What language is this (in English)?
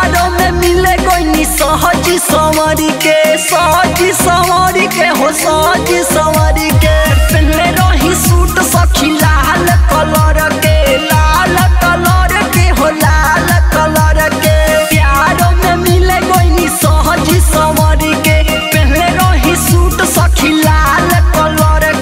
Bhojpuri